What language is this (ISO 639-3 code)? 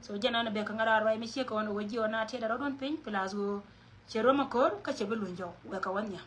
nus